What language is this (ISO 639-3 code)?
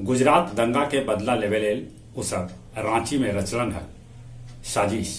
mag